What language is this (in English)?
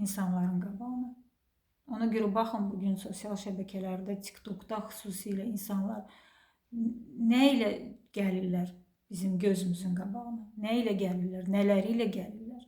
Azerbaijani